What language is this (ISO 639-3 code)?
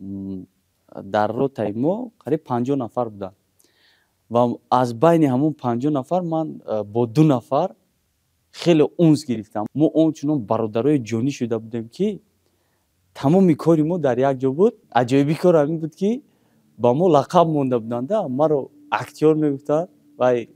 tgk